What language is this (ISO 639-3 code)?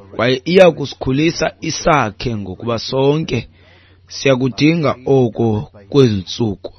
xho